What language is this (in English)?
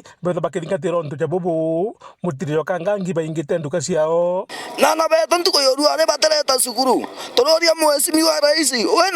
Meru